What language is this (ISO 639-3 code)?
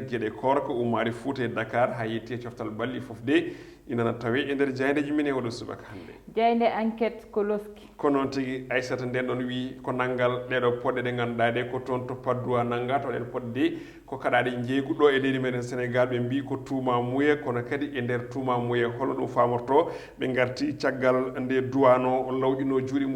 ful